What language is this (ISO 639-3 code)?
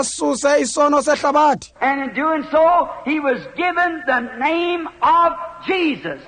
xho